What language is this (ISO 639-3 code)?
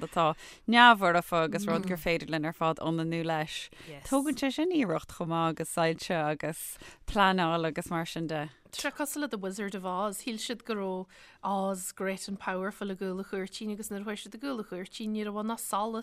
gle